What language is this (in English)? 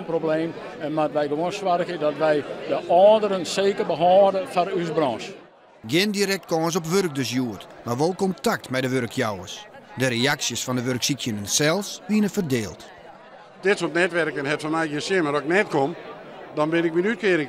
Western Frisian